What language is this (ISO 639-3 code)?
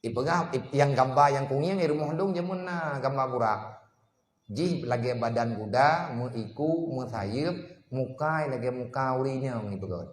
ace